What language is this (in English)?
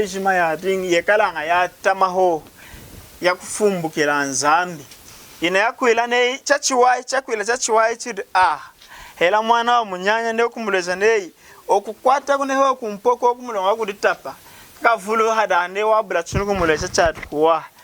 Lunda